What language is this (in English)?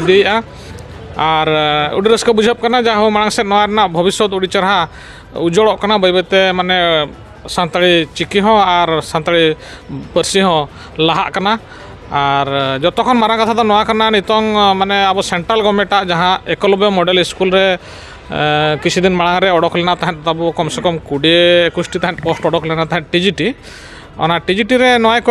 Santali